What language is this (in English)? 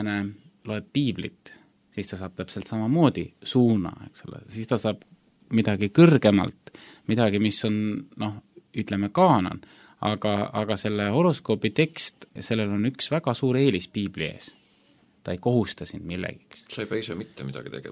Estonian